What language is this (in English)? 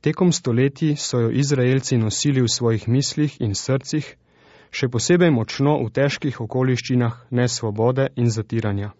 Slovenian